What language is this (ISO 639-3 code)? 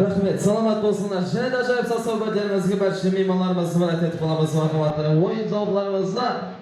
kaa